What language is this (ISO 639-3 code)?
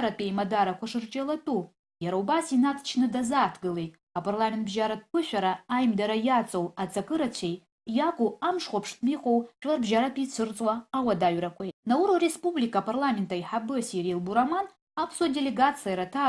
abk